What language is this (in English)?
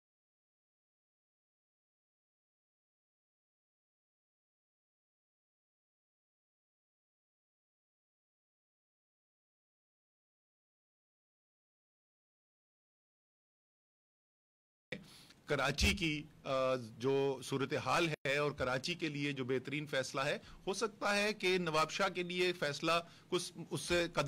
Urdu